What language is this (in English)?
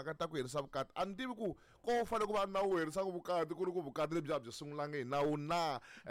Tsonga